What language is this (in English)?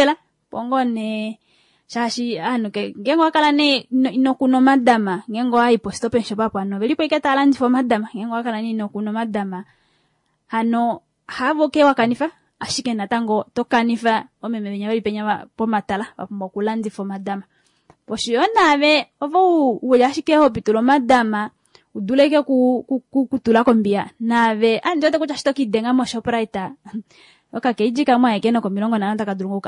Kuanyama